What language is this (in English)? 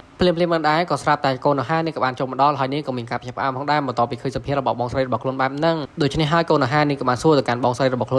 Khmer